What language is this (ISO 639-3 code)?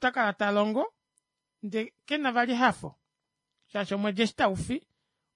kua